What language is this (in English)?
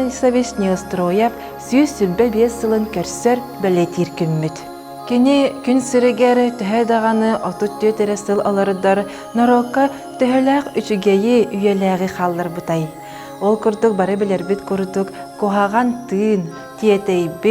Yakut